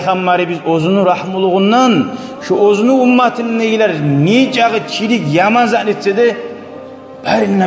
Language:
Kumyk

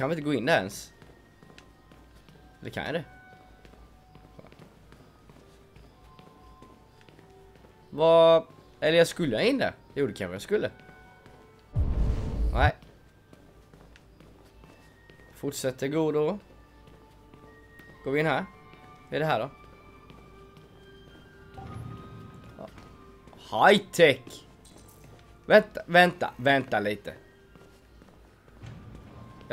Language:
Swedish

